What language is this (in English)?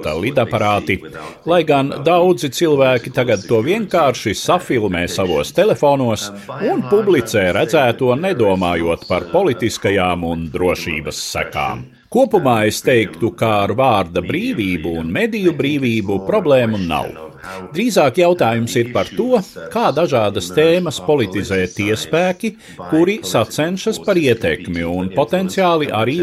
Latvian